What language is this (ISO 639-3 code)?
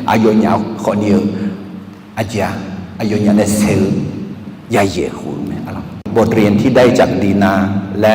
ahk